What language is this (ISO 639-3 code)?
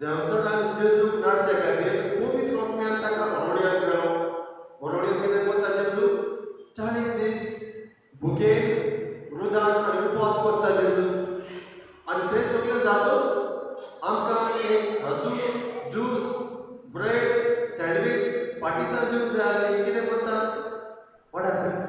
kok